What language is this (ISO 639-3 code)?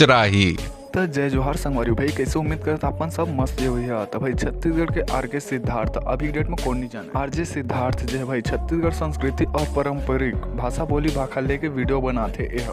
hne